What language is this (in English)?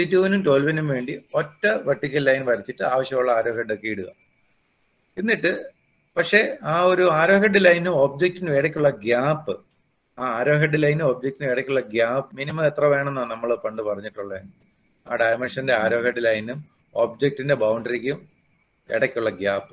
Malayalam